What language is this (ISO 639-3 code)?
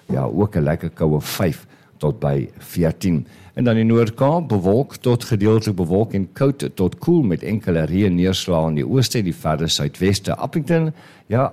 afr